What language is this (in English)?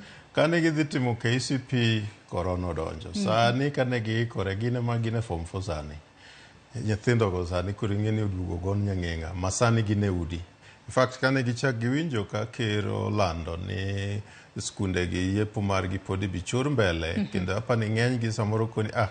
Luo (Kenya and Tanzania)